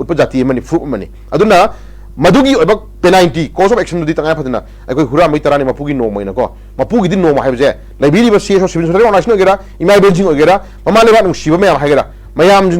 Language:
Manipuri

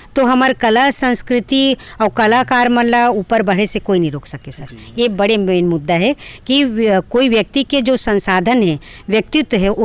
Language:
Chhattisgarhi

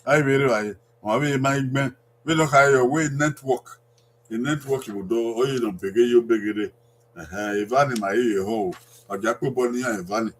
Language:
Bini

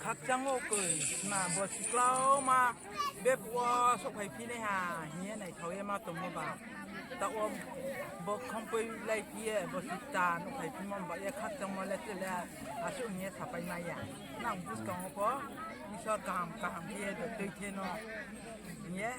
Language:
Riang (India)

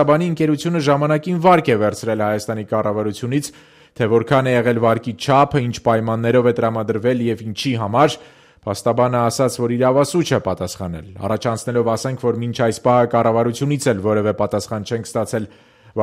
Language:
Armenian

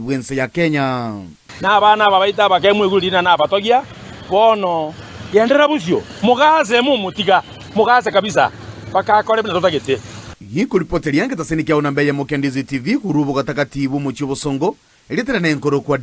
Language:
Gusii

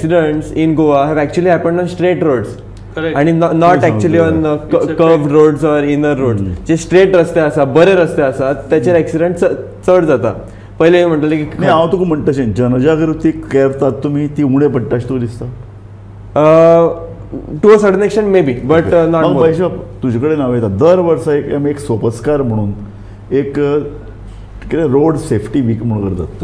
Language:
Konkani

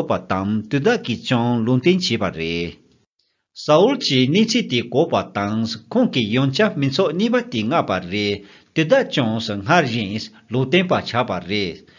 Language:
Tibetan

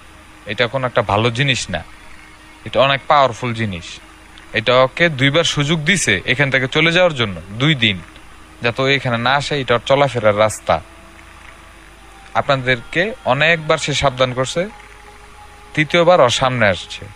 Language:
Bangla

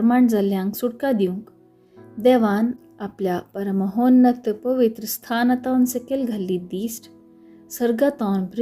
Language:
Konkani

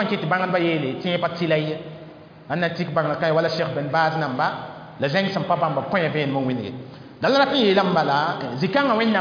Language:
Mossi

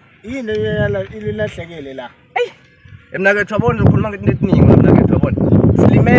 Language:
Zulu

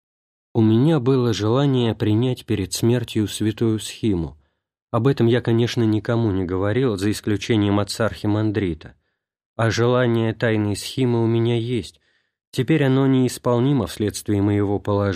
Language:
Russian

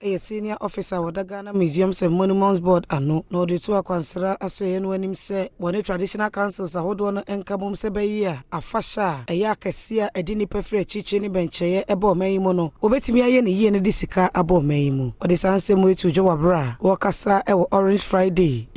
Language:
Akan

